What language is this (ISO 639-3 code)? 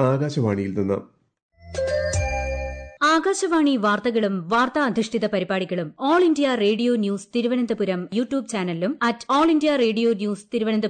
mal